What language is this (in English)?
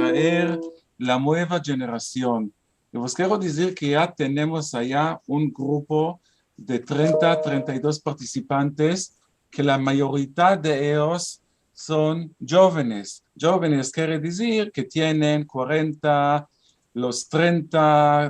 Ladino